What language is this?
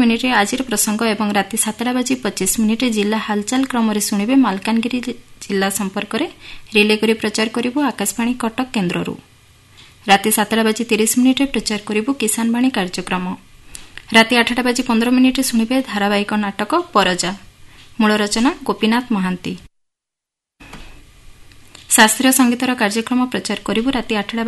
Odia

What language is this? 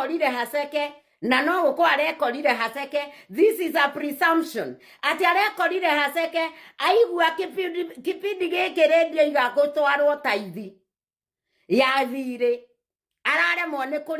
Kikuyu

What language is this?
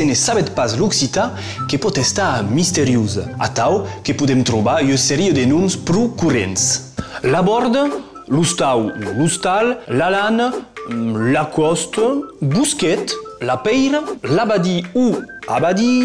Occitan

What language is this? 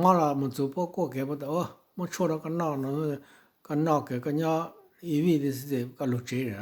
Hmong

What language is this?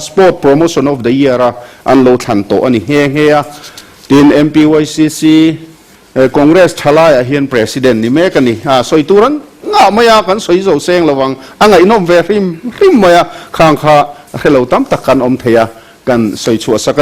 Mizo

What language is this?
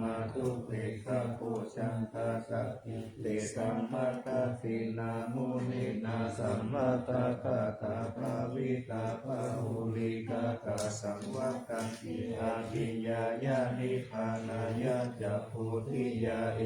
Pali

